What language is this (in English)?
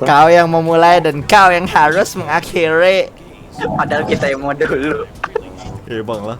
Banjar